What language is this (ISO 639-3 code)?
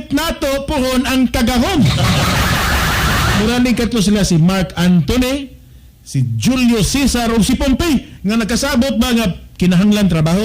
ceb